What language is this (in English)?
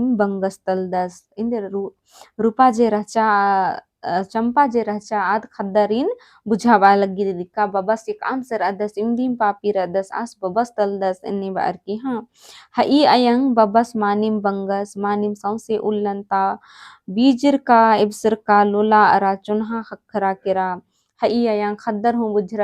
Kurukh